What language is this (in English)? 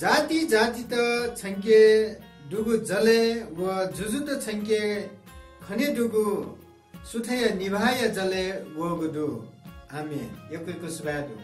Newari